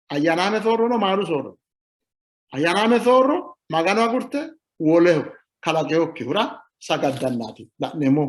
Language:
Sidamo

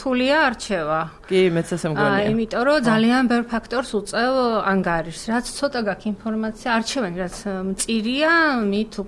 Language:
Georgian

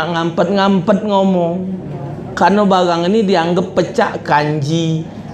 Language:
Musi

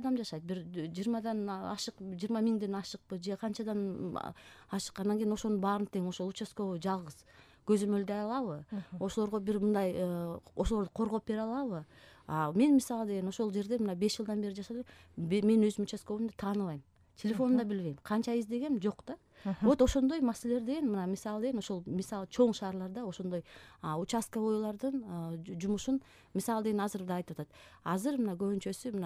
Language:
Kyrgyz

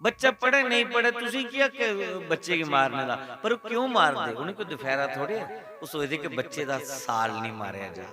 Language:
Dogri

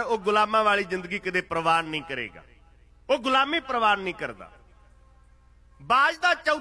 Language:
Punjabi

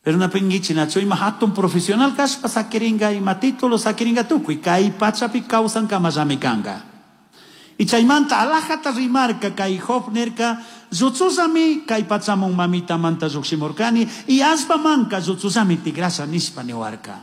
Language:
Chimborazo Highland Quichua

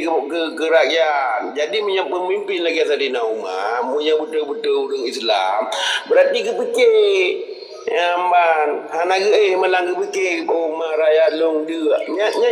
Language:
Achinese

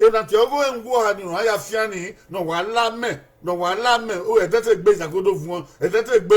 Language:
Bini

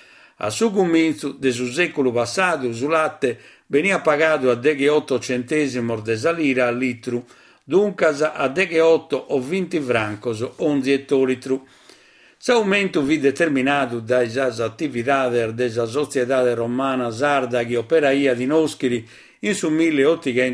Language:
Sardinian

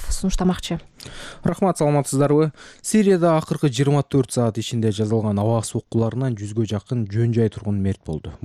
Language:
Kyrgyz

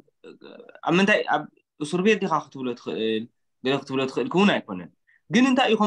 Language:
Tigrinya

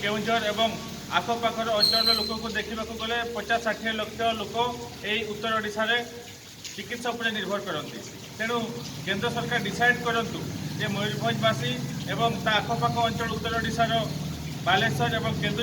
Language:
Odia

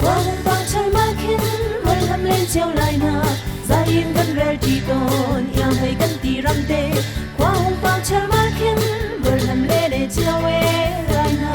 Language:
Hakha Chin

